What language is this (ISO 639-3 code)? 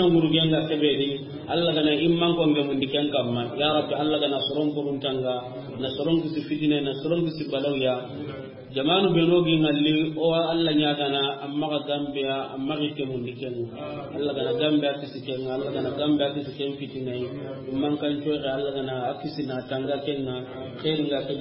snk